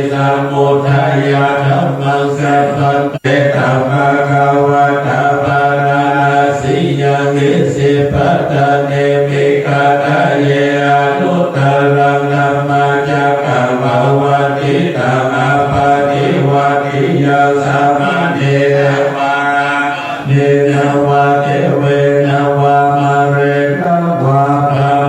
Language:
Pali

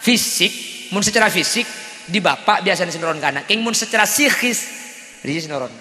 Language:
Madurese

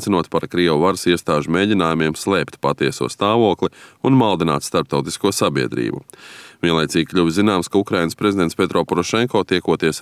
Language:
Latvian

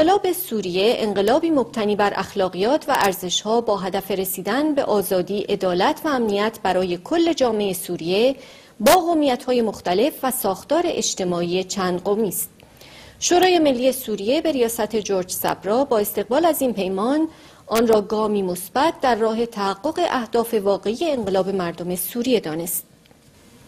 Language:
Persian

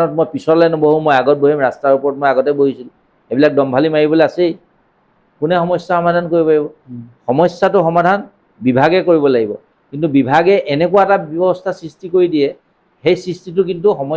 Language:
Assamese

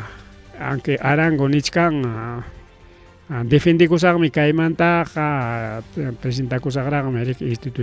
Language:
Ayacucho Quechua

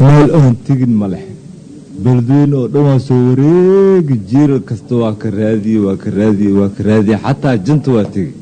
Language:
Somali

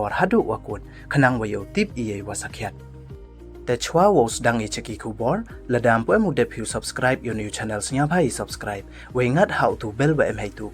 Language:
Pnar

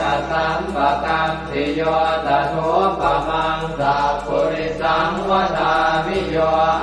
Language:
Pali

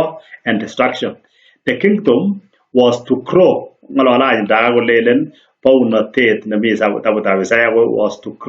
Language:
Kalenjin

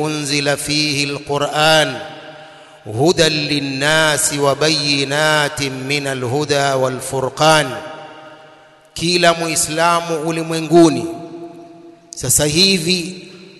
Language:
Swahili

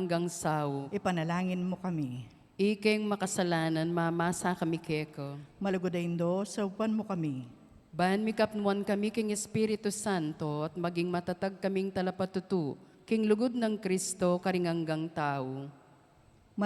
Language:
Pampanga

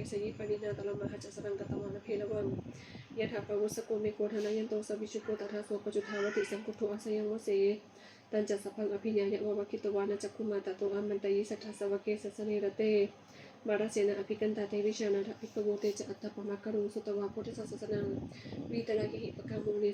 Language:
Pali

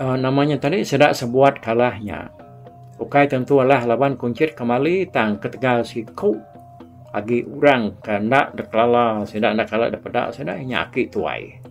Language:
Iban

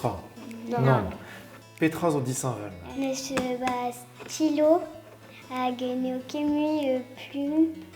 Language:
Breton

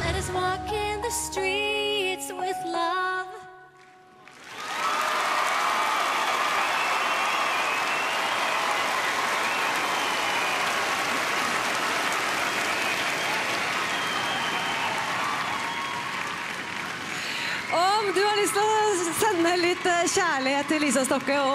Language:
Norwegian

